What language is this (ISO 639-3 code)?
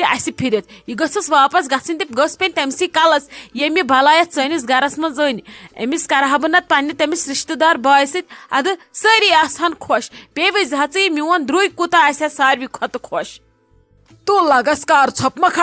kas